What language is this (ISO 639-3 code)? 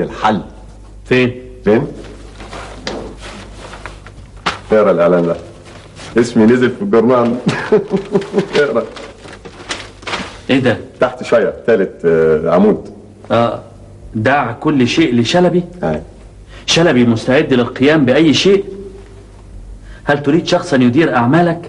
arz